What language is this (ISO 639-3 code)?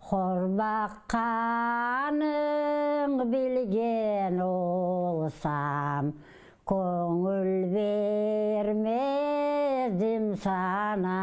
crh